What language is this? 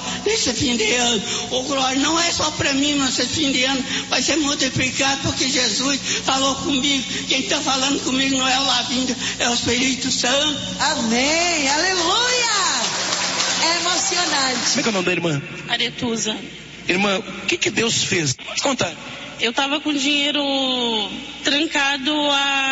Portuguese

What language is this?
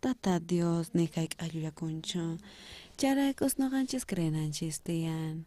South Bolivian Quechua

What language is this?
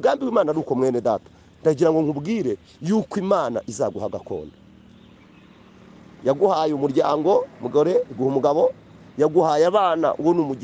Kinyarwanda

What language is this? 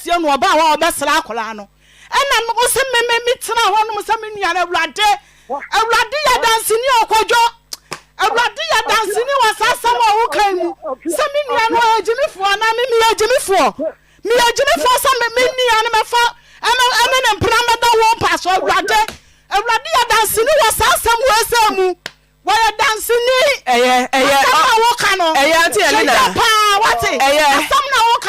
Akan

